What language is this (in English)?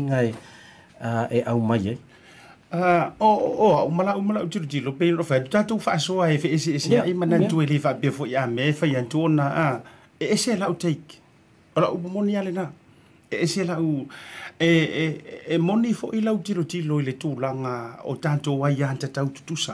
Samoan